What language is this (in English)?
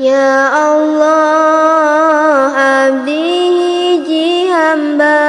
Sundanese